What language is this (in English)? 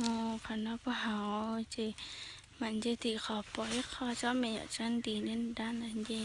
Hmong